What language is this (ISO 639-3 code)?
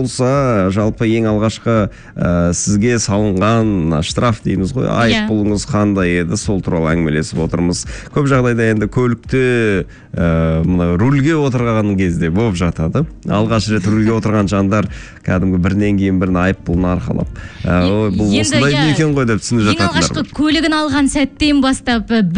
kaz